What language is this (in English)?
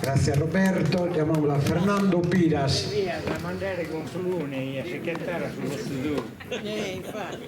Sardinian